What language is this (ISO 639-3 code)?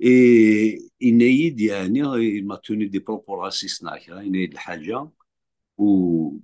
kab